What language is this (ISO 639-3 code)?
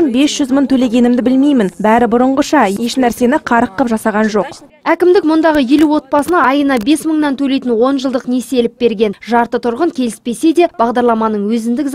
kaz